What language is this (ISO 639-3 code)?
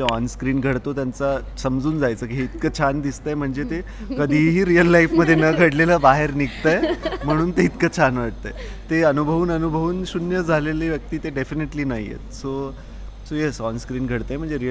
mar